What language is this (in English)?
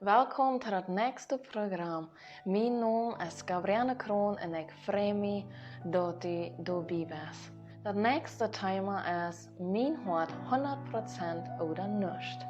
Plautdietsch